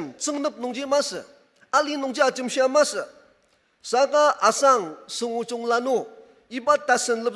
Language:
Ao Naga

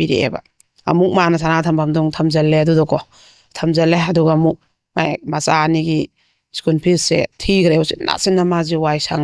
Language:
Manipuri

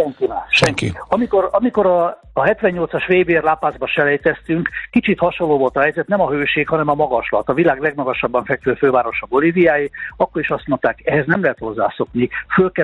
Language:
Hungarian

